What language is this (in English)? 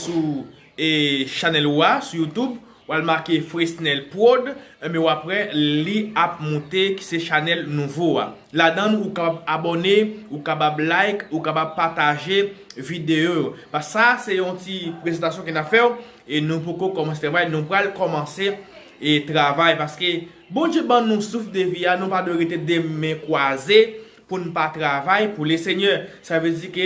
Haitian Creole